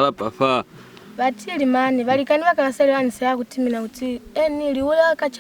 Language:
Lozi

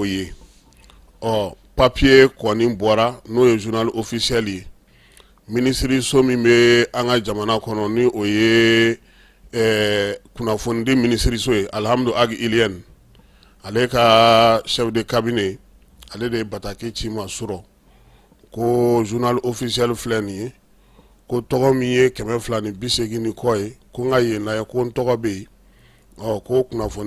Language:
Bambara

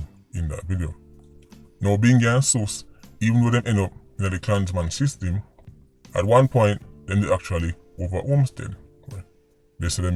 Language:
Jamaican Creole English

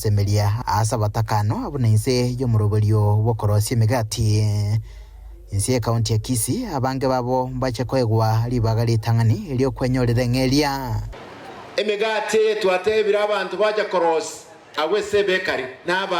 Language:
Gusii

